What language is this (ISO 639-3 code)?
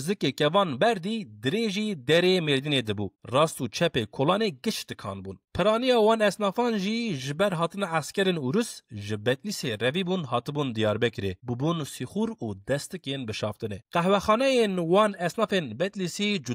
kur